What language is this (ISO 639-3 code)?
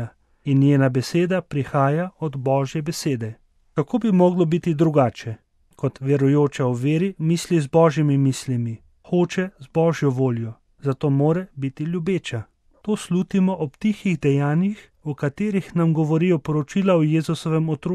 slv